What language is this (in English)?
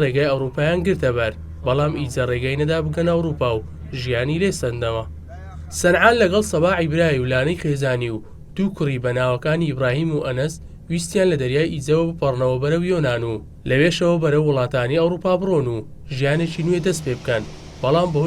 Central Kurdish